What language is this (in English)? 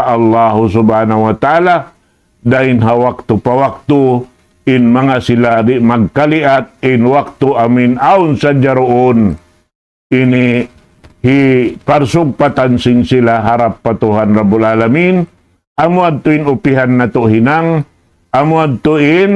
Tausug